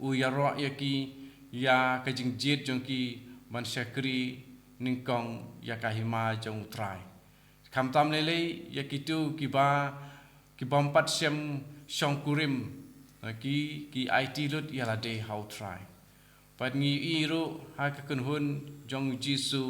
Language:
Khasi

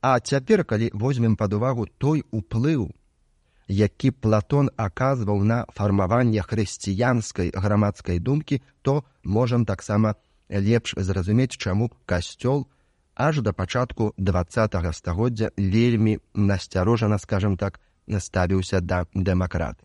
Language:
Belarusian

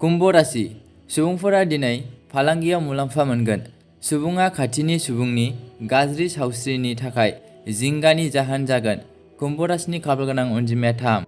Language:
Bodo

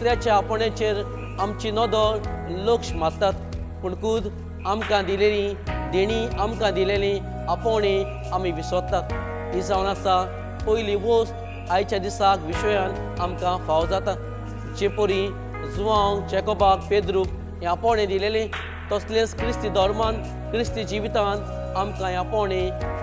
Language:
Konkani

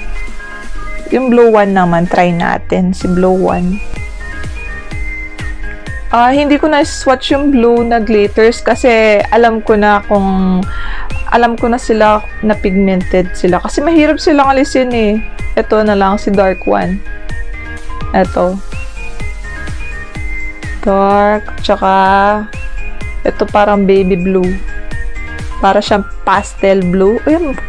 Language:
Filipino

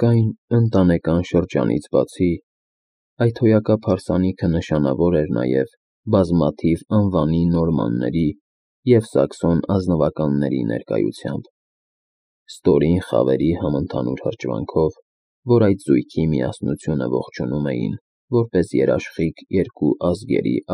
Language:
Armenian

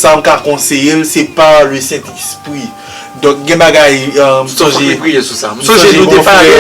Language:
Haitian Creole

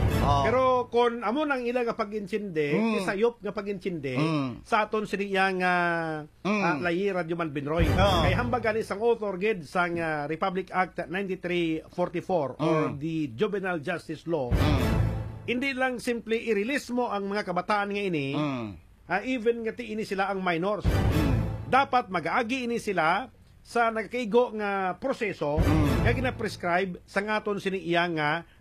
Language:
Hiligaynon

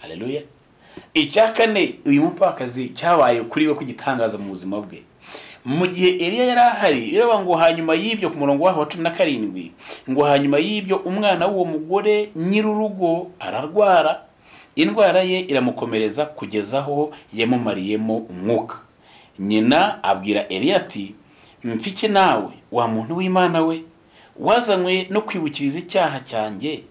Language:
Kinyarwanda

